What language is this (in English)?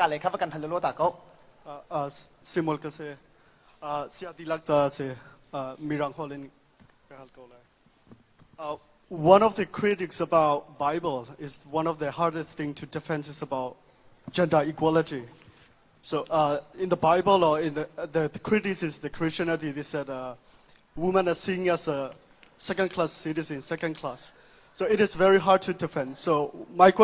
Hakha Chin